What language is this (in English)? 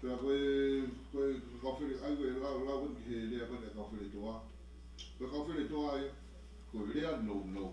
Tongan